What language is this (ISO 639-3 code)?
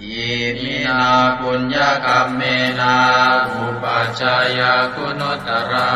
pli